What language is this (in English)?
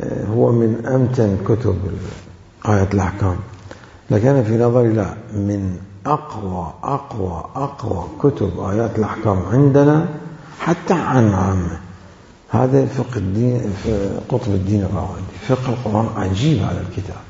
Mesopotamian Arabic